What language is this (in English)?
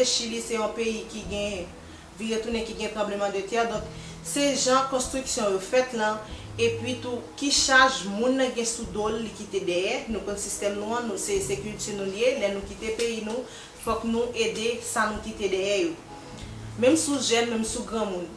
Haitian Creole